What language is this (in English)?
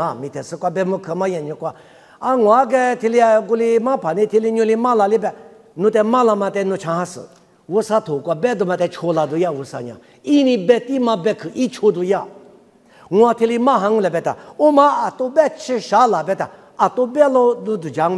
Lisu